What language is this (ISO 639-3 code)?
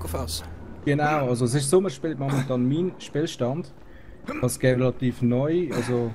gsw